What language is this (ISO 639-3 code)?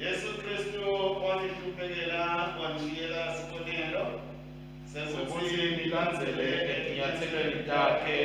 ssw